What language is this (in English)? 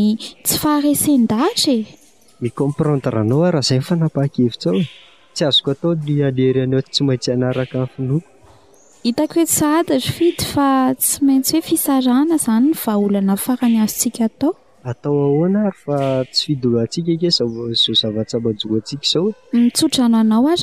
Malagasy